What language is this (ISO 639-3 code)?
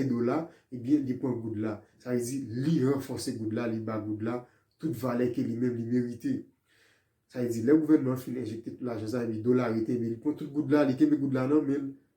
hat